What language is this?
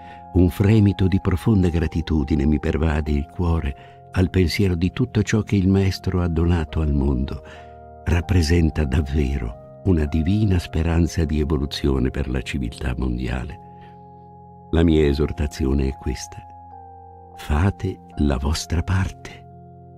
Italian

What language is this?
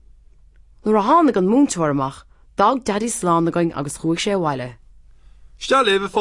Irish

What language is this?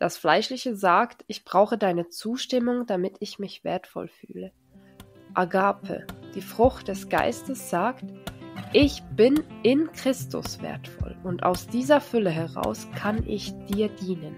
Swiss German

